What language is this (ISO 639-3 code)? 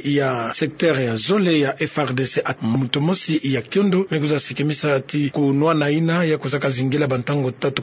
ktu